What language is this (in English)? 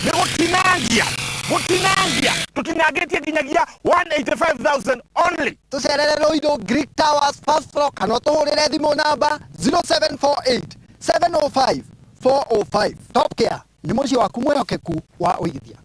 Kikuyu